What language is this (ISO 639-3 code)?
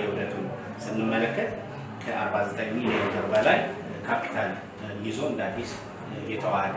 amh